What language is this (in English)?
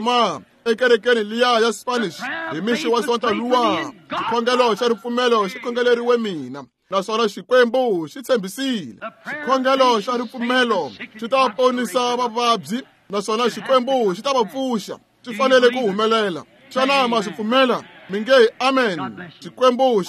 Tsonga